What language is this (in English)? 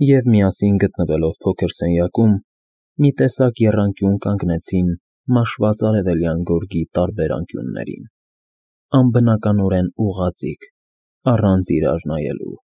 Armenian